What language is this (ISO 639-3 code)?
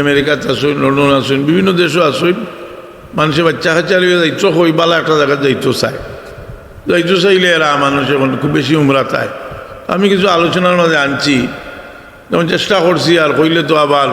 syl